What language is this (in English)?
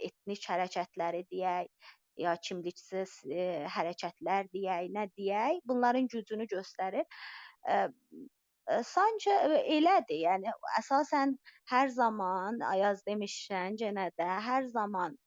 South Azerbaijani